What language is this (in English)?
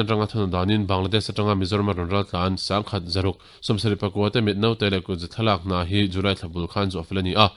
Mizo